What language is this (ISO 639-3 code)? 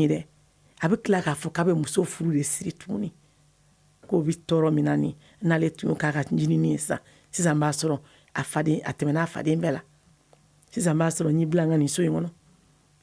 bam